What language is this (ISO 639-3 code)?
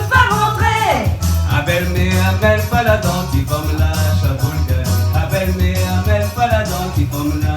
rcf